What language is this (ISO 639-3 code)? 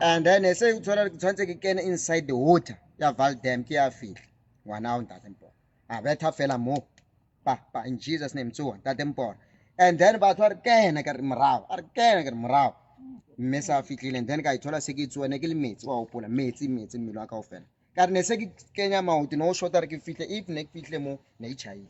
sot